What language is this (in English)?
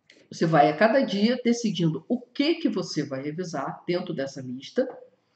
Portuguese